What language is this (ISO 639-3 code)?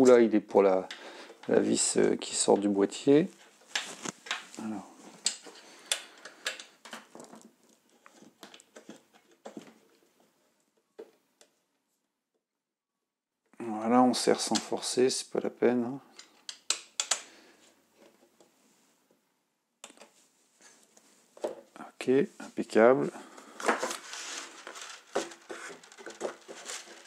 fra